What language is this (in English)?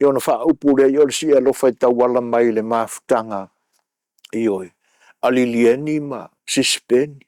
Samoan